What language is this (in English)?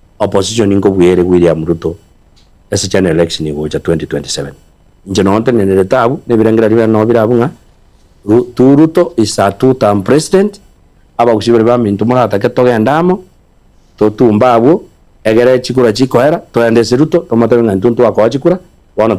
Gusii